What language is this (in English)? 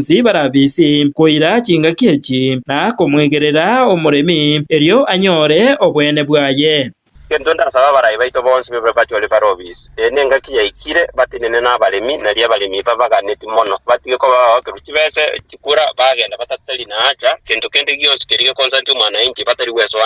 Gusii